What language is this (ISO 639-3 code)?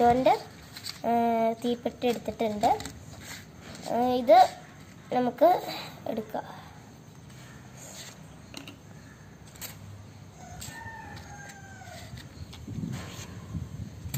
mal